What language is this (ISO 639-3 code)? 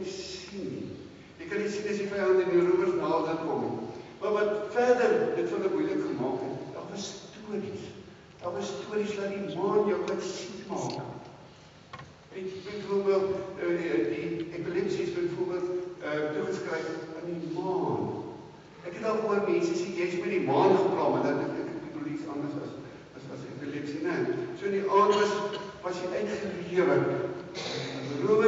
afr